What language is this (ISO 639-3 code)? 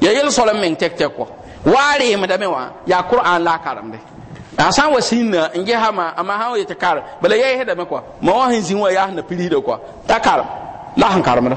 mos